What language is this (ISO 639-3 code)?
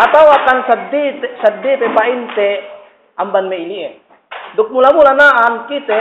yka